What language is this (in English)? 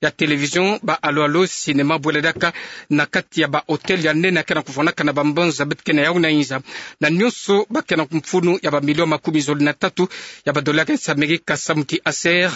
Kituba (Democratic Republic of Congo)